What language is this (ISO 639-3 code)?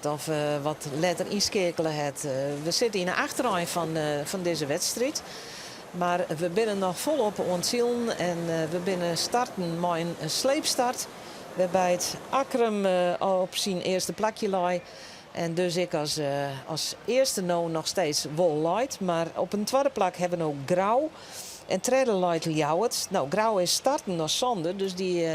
fry